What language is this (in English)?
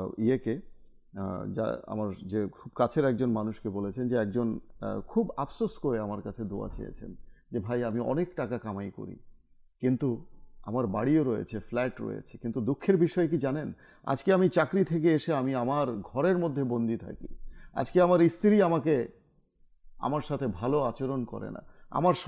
Bangla